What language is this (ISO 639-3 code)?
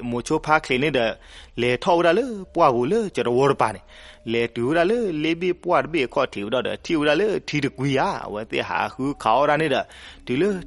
ksw